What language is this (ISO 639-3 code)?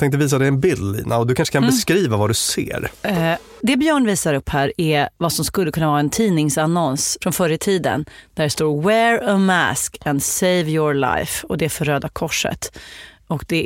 swe